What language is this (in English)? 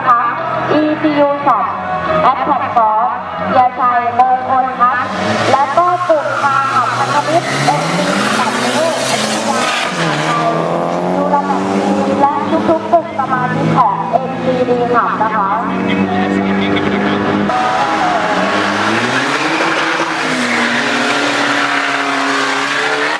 Thai